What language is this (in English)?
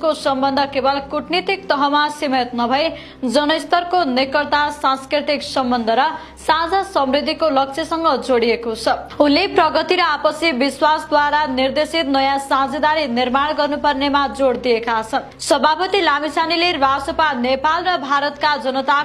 Nepali